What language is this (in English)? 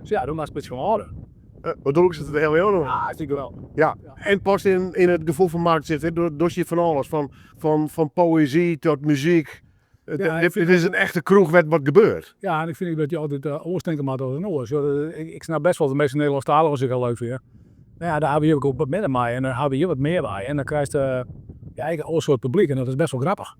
Western Frisian